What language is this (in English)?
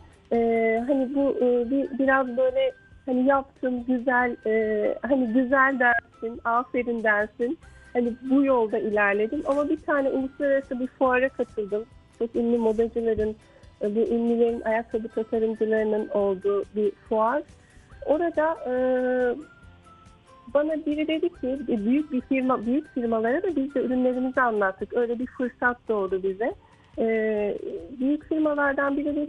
Turkish